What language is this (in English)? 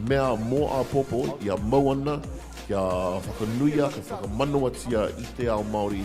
Māori